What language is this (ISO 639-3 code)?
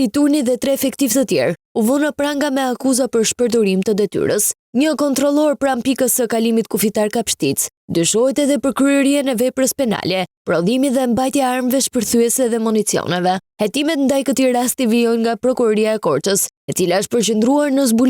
sqi